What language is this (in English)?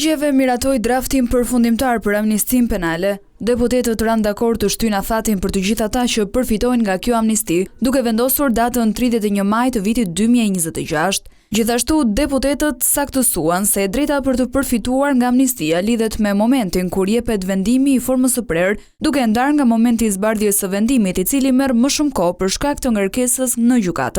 Albanian